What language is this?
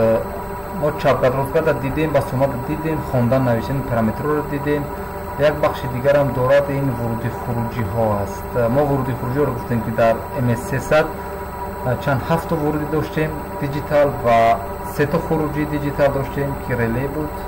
Tajik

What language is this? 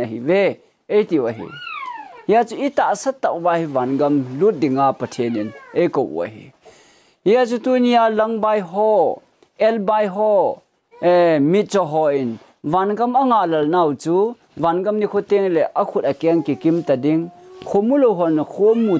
Thado Chin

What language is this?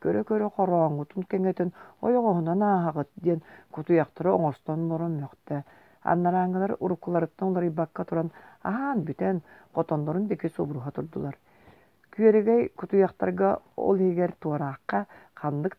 Yakut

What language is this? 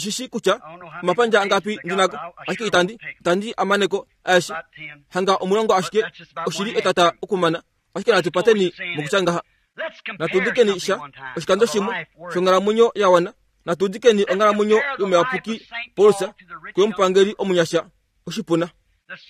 Kuanyama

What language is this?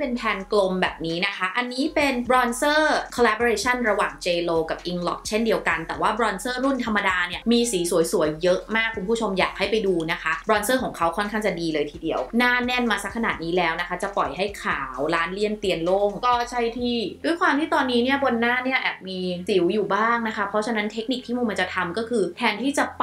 Thai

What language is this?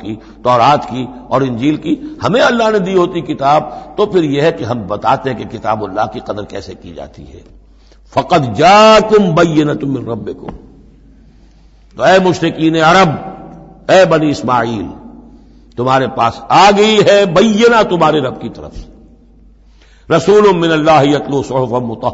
Urdu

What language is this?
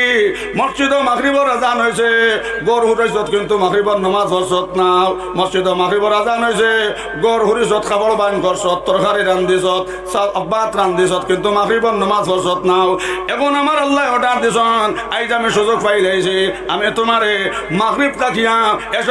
Sylheti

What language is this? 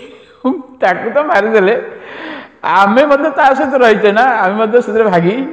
Odia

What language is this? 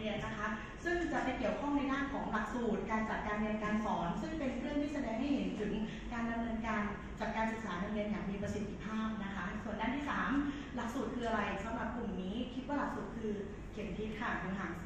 Thai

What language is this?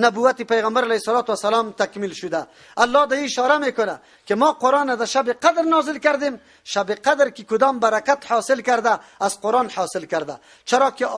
Persian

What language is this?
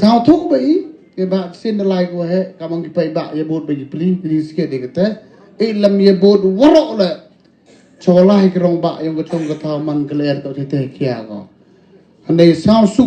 Khasi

